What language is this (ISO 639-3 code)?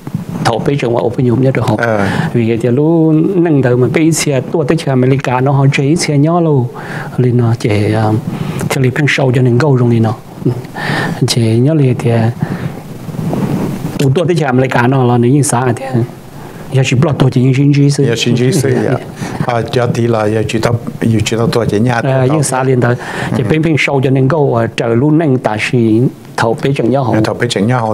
vie